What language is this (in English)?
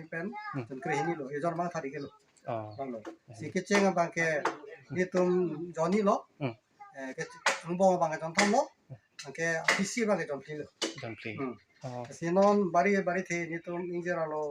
Karbi